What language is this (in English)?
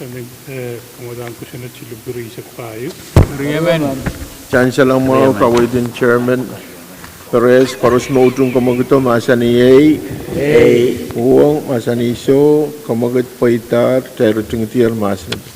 Pohnpeian